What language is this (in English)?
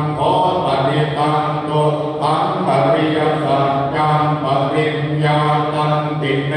Pali